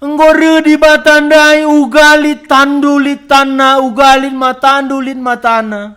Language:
Batak Karo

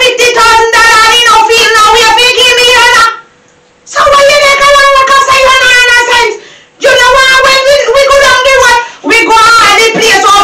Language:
Jamaican Creole English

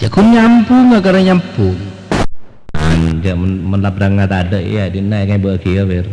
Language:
Madurese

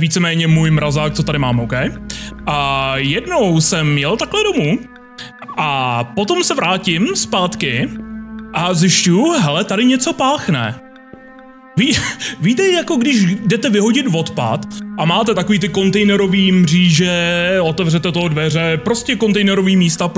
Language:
Czech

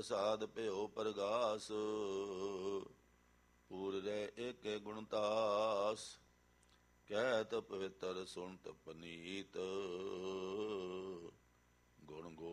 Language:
Punjabi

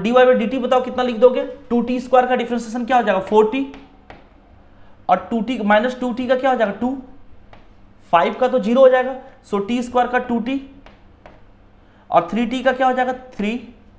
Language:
Hindi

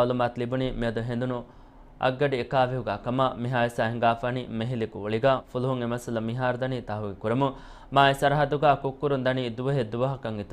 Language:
Divehi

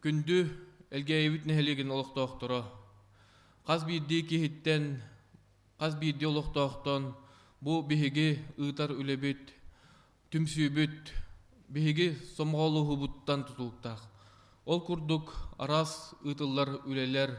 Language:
Yakut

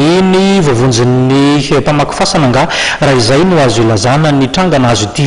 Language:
Malagasy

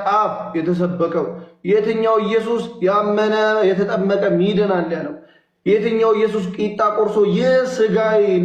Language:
Amharic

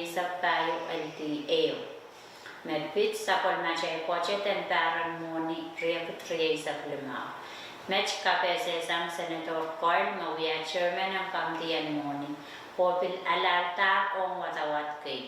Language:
Pohnpeian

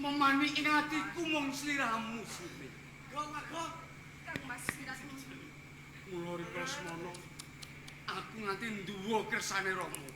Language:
Javanese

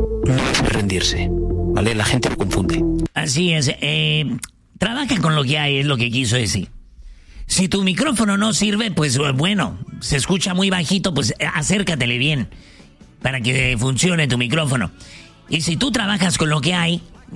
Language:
Spanish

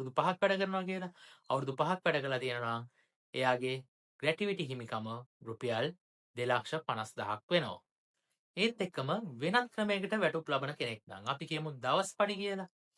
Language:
Sinhala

